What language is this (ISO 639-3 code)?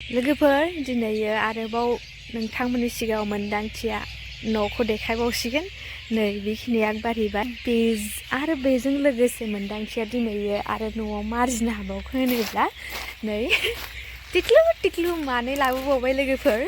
brx